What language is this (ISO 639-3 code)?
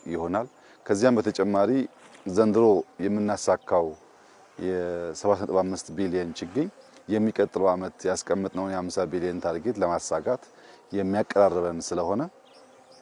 amh